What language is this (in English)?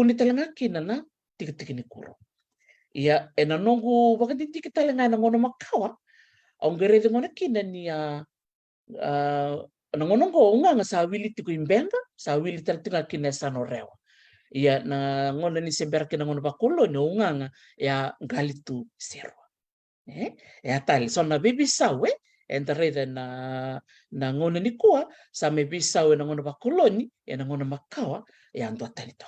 Fijian